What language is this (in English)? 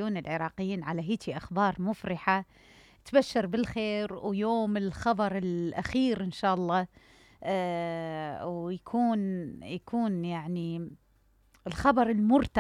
Mesopotamian Arabic